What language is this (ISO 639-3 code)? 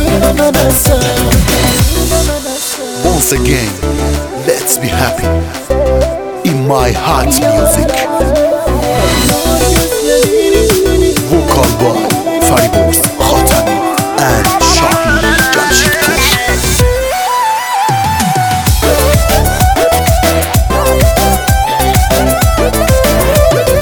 tur